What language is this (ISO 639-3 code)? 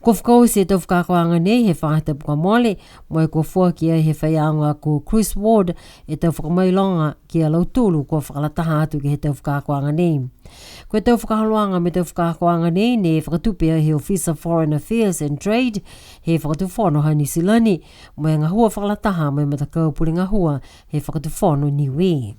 niu